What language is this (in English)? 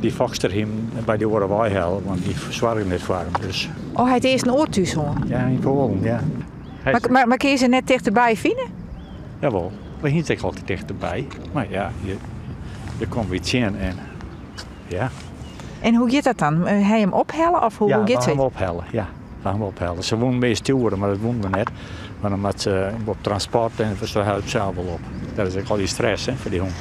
Western Frisian